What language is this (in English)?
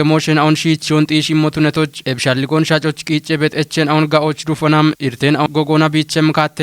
Kafa